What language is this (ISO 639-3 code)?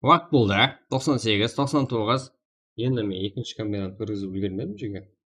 kaa